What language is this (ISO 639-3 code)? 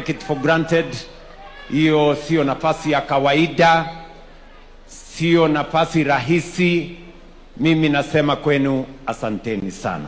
swa